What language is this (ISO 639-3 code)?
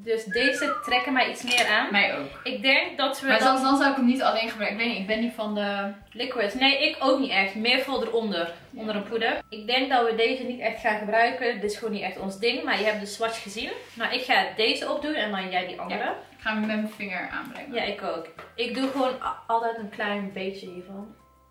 nld